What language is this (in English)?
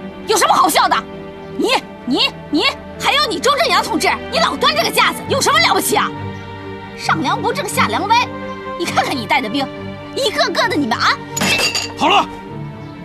Chinese